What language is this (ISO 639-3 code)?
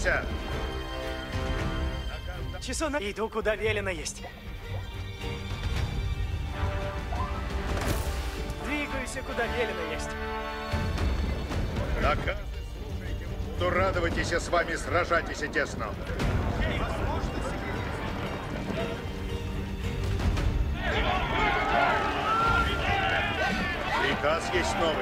rus